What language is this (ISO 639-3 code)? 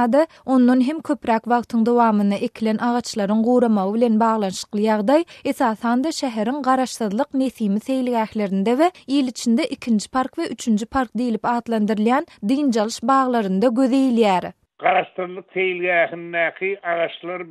tuk